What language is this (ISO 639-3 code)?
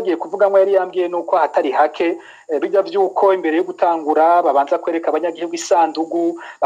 run